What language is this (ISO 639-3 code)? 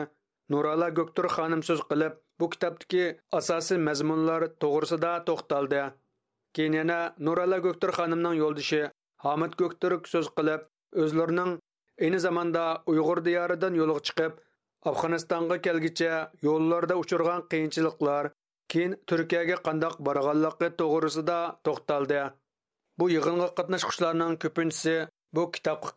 uig